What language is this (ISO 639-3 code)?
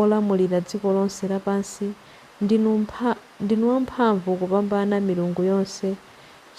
nya